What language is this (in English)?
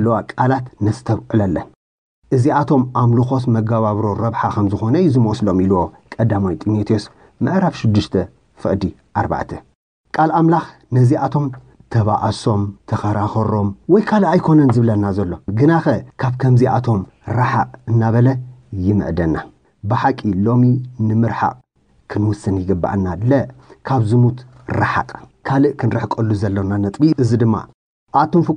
Tigrinya